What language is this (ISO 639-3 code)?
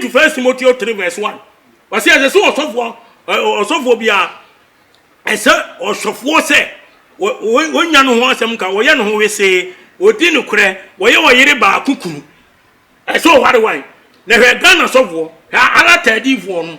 aka